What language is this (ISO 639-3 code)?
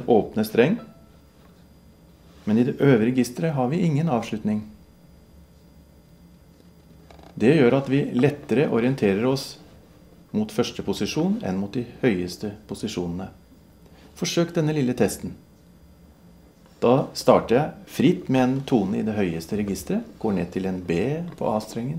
nor